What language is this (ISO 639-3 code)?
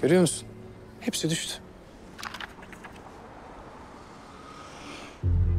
tur